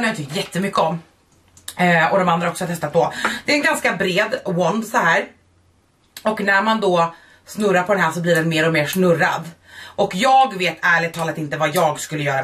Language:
Swedish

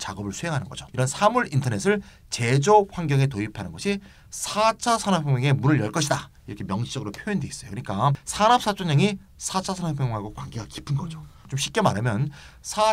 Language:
Korean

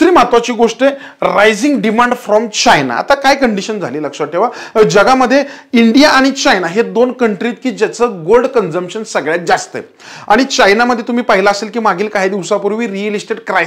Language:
Marathi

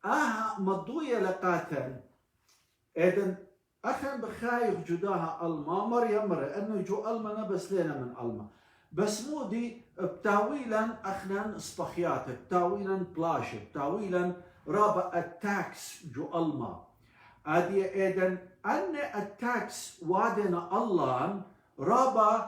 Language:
Assyrian Neo-Aramaic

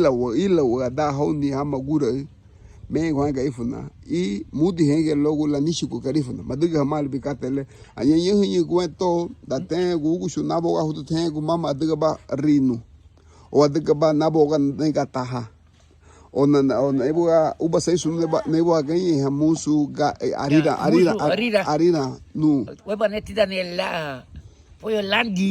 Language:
Garifuna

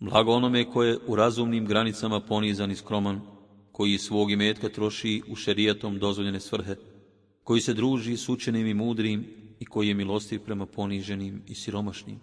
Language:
Bosnian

